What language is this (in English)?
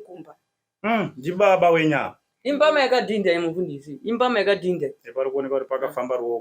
Shona